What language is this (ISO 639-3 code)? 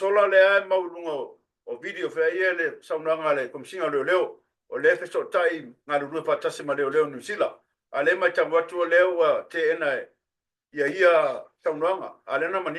smo